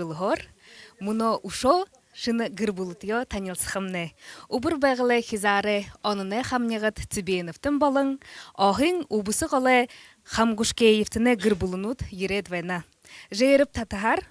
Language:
Buriat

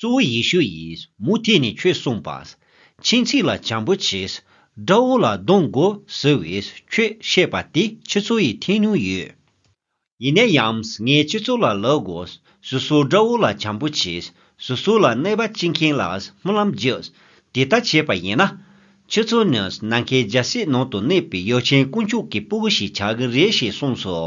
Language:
Tibetan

